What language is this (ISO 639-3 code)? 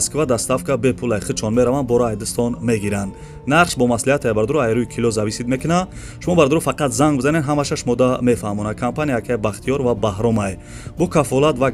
tgk